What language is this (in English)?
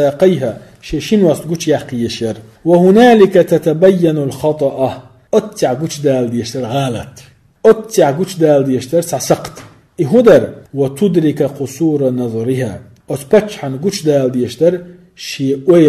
Chechen